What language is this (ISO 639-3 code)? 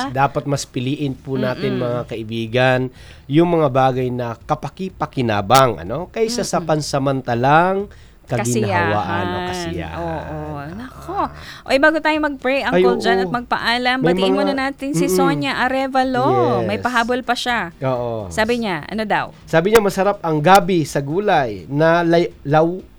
fil